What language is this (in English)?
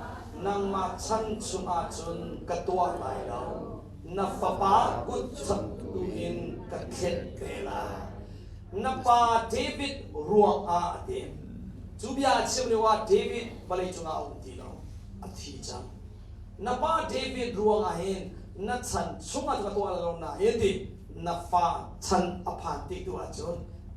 Hakha Chin